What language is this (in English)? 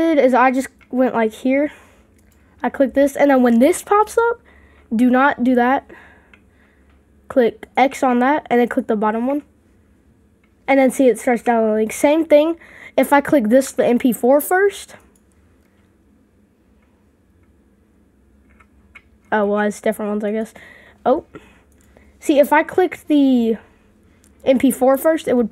English